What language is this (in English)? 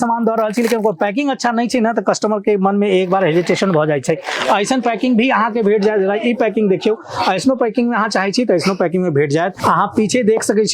Maithili